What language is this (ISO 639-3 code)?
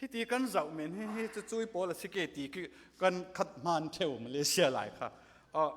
cfm